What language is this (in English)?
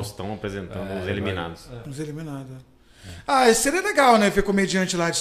Portuguese